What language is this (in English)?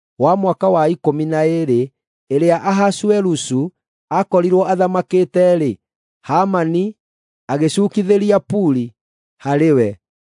Kikuyu